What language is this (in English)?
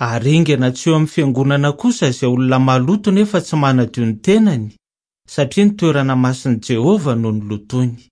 Malagasy